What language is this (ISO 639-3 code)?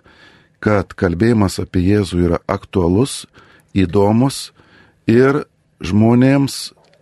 lit